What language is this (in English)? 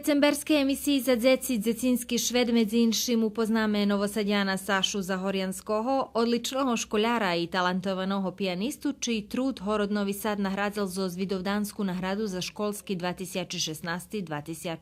Rusyn